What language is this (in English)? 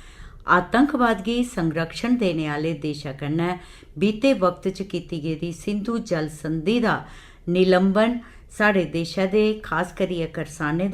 Dogri